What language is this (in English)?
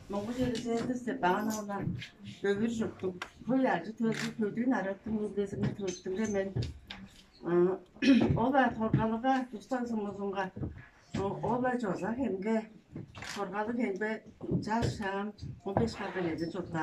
Tuvinian